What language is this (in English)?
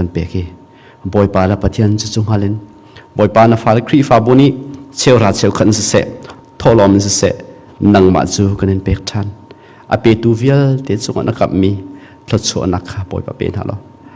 Hakha Chin